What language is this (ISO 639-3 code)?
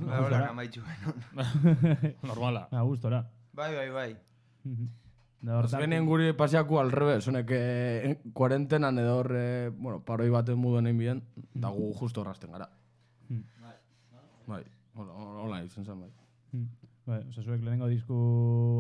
eus